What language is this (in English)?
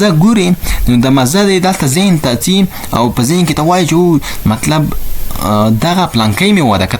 Pashto